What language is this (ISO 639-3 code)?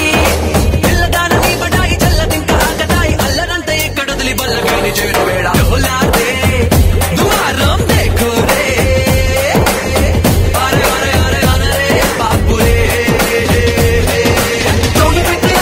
tel